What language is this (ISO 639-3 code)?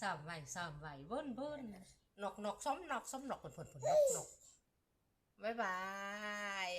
tts